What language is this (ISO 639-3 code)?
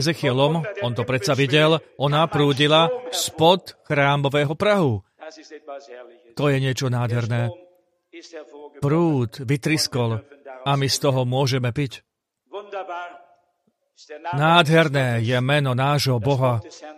slk